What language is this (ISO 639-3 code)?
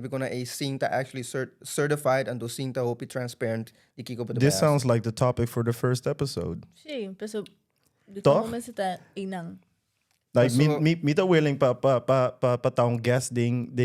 pap